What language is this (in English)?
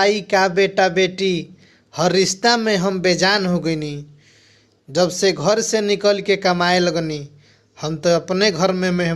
Bhojpuri